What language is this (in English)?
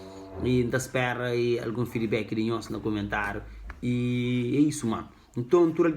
Kabuverdianu